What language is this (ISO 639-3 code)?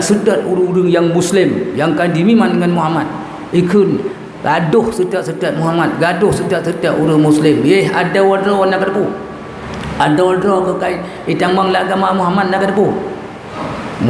ace